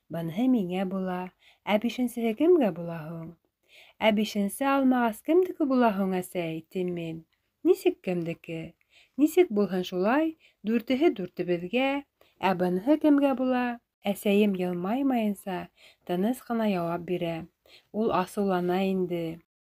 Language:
Bashkir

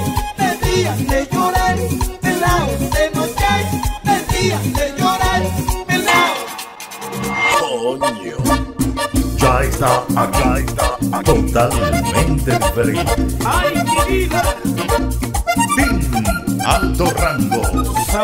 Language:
Spanish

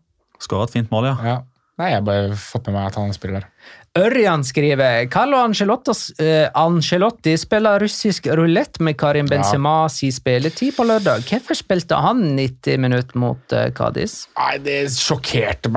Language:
Norwegian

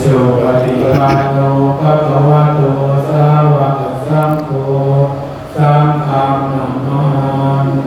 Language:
Pali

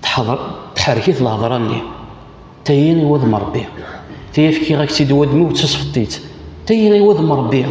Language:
Kabyle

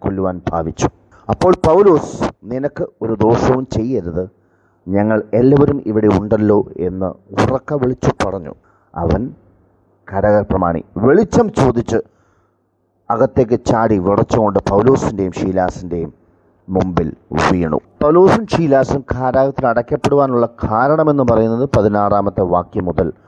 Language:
Malayalam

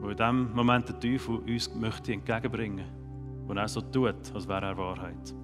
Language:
Swiss German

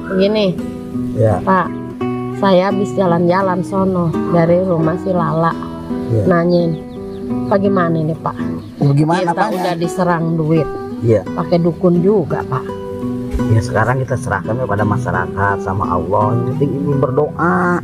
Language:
Betawi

